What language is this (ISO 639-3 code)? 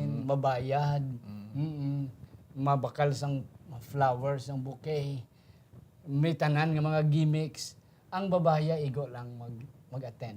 hil